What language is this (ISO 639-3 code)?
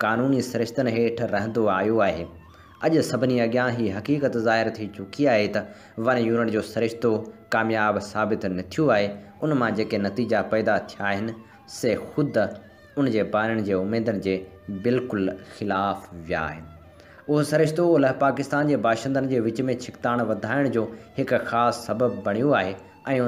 snd